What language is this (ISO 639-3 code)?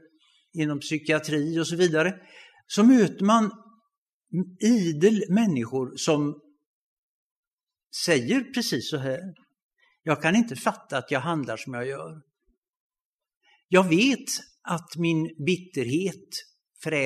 swe